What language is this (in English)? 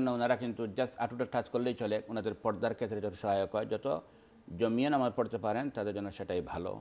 Bangla